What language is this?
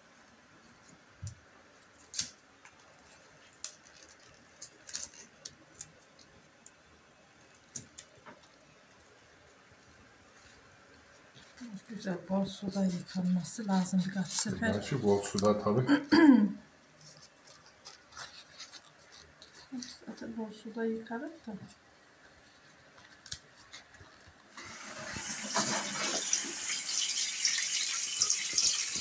Turkish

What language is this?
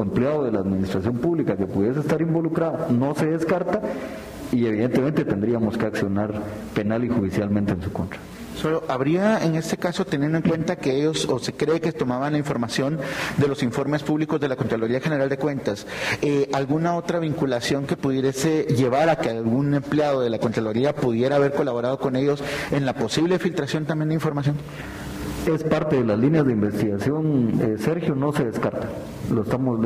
Spanish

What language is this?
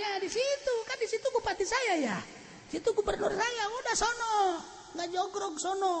Sundanese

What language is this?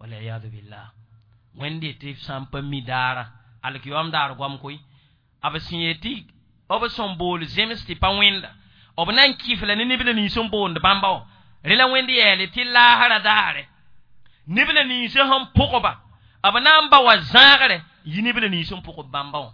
Mossi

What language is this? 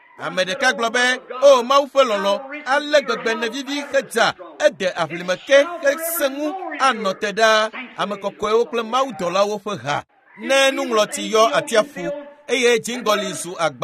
Ewe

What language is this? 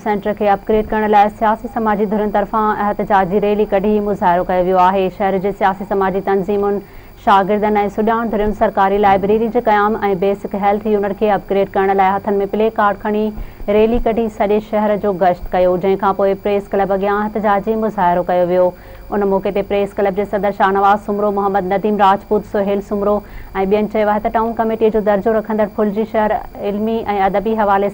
Sindhi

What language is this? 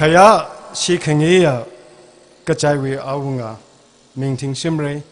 Tangkhul Naga (India)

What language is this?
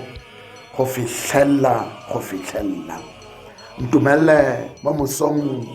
Tswana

